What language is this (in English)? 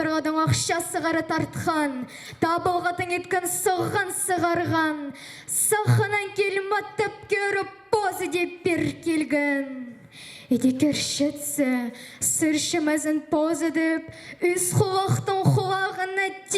Khakas